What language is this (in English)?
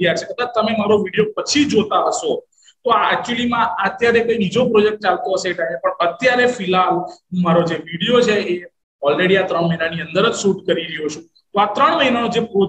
Gujarati